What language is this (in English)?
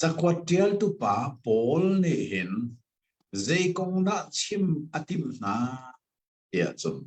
Hakha Chin